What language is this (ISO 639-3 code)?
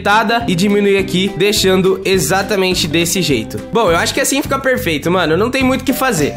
por